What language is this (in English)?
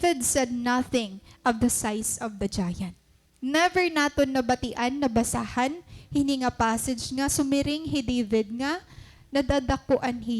Waray